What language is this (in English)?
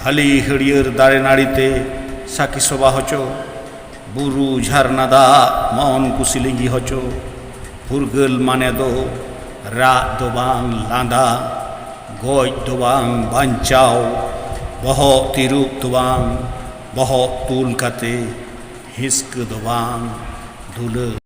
Santali